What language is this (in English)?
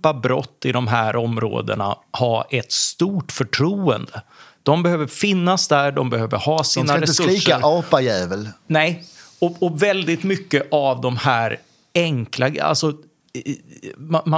Swedish